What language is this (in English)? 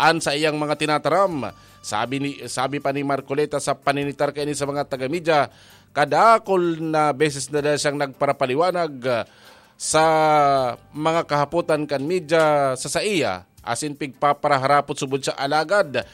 Bikol